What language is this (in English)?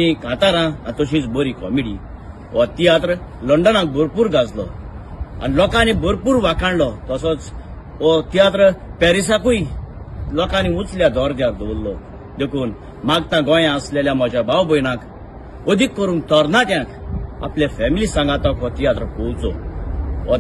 Konkani